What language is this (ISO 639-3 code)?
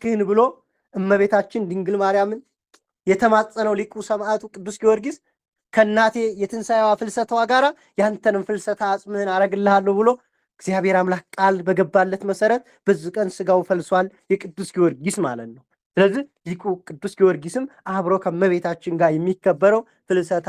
amh